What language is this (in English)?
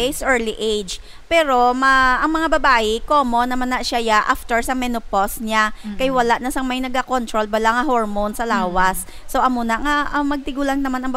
Hiligaynon